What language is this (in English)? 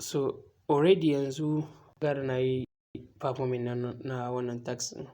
Hausa